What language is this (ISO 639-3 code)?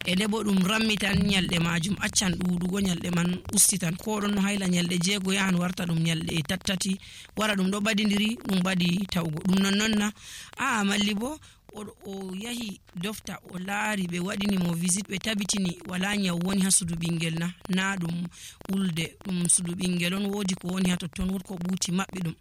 fuv